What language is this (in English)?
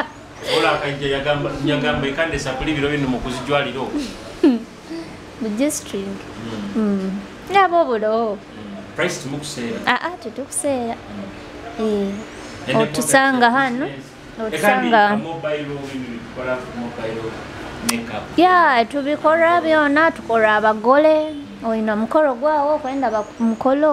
Nyoro